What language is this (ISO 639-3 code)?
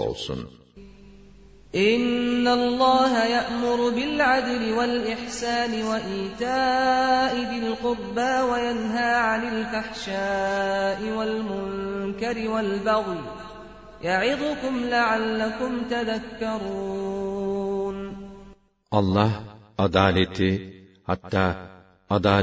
tur